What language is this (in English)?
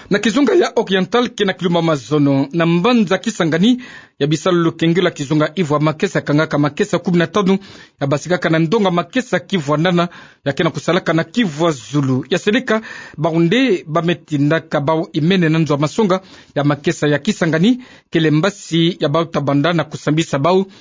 Kituba (Democratic Republic of Congo)